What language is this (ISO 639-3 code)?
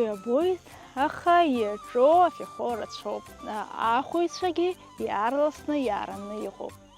abk